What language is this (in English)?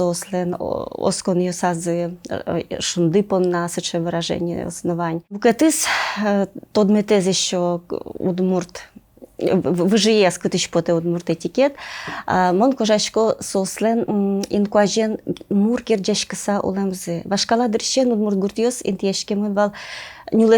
Udmurt